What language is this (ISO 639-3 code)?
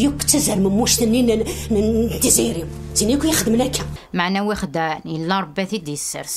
kab